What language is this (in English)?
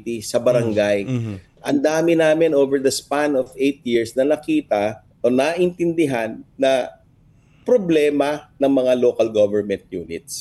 Filipino